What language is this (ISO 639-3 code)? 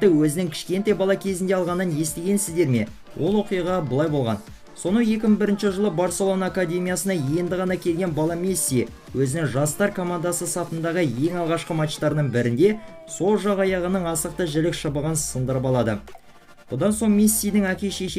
kaz